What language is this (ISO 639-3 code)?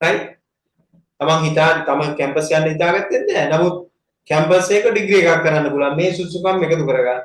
sin